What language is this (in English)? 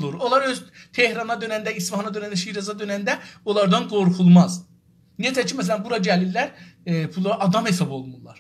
South Azerbaijani